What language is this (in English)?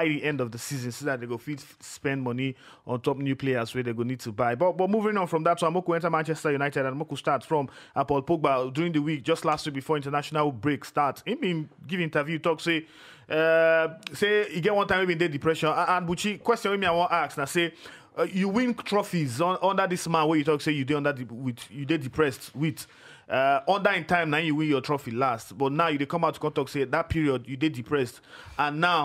Nigerian Pidgin